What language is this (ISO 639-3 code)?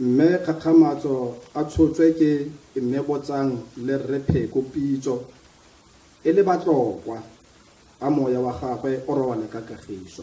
tsn